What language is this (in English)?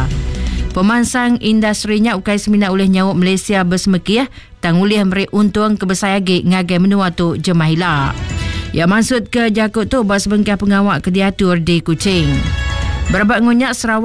Iban